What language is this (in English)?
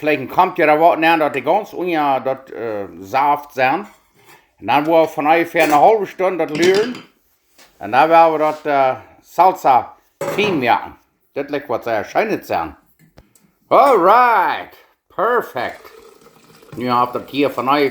Plautdietsch